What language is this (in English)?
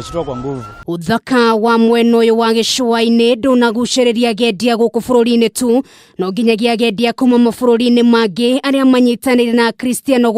Kikuyu